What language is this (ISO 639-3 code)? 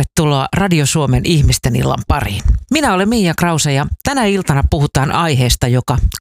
fin